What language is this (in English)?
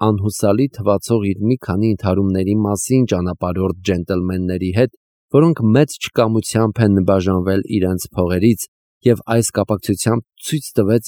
Armenian